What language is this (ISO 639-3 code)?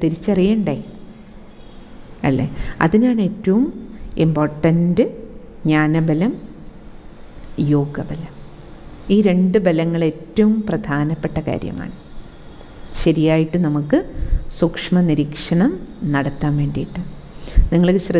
mal